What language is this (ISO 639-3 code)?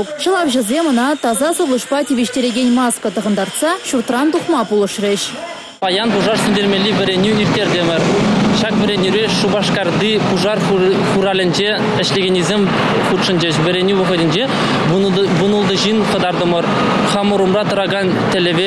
chv